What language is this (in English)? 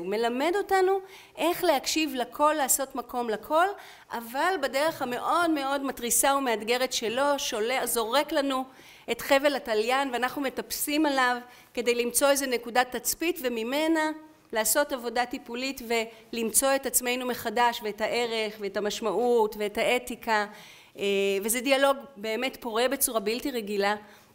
Hebrew